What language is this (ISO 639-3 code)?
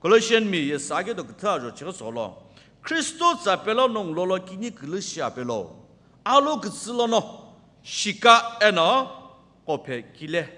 nsm